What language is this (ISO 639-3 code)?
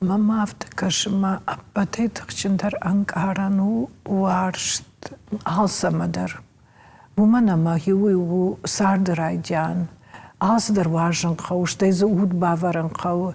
oss